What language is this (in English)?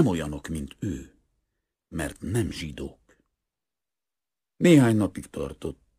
Hungarian